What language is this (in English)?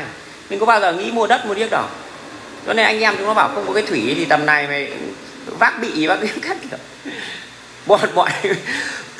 Vietnamese